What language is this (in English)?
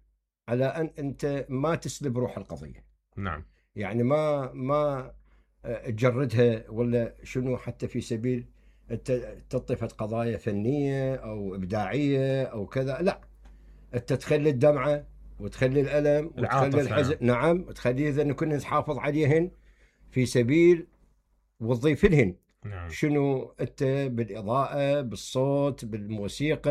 Mesopotamian Arabic